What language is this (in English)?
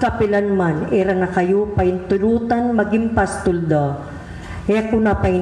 Pampanga